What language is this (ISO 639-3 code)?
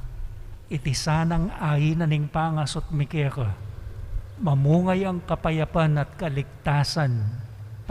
pam